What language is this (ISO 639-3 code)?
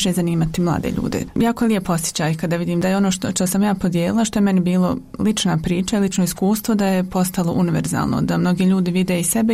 bos